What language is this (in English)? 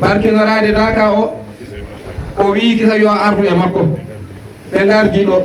Fula